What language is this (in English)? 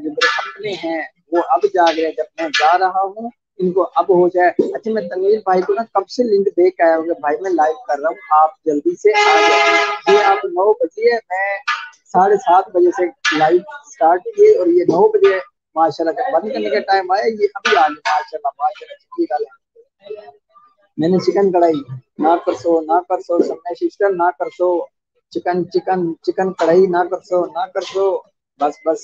Saraiki